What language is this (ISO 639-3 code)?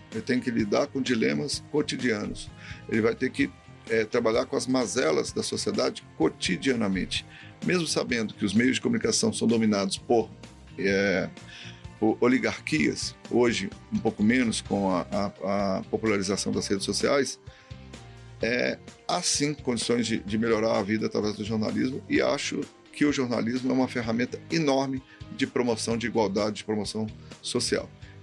por